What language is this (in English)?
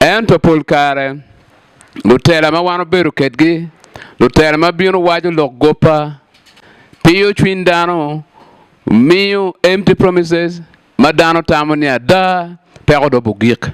Acoli